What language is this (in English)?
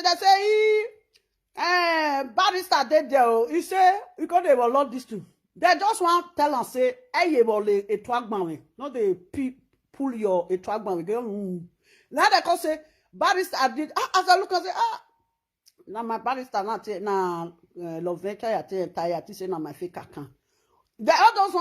Nigerian Pidgin